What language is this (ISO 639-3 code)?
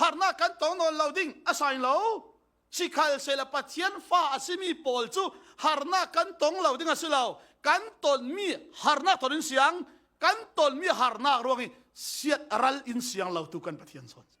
cfm